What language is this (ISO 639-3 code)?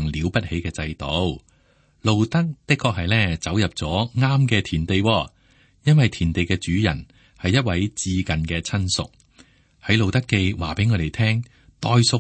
yue